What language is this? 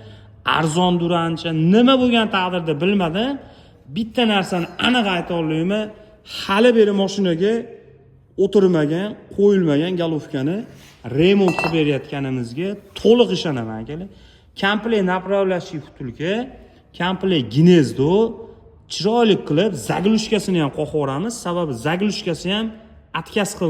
Uzbek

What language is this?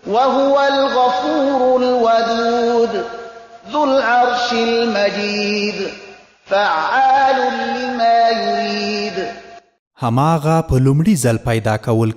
Pashto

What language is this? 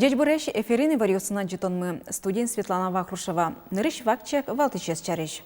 Udmurt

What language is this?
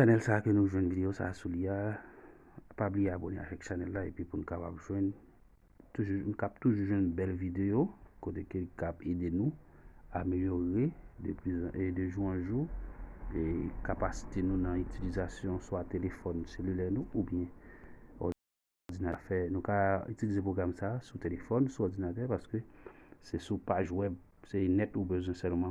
Haitian Creole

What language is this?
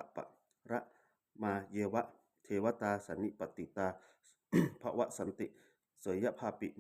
Pali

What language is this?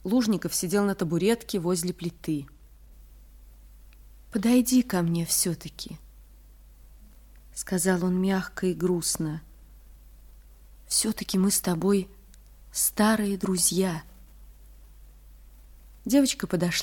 Russian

